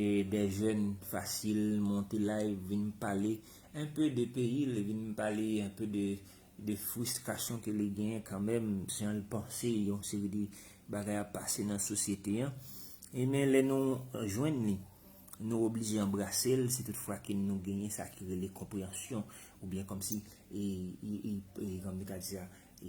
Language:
Haitian Creole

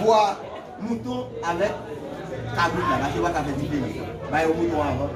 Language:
Haitian Creole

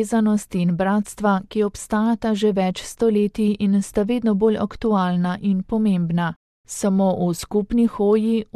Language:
Slovenian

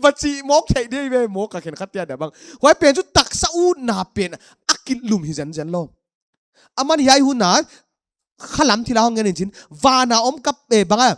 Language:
Paite Chin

